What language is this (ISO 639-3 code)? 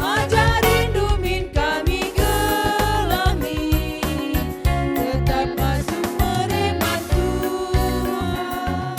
btx